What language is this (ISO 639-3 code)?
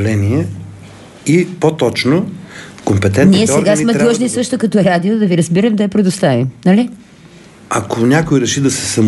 bul